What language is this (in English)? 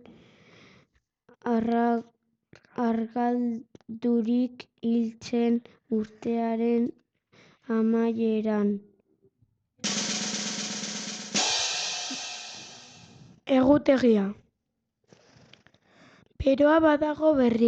Basque